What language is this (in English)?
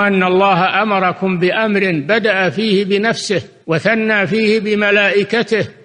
Arabic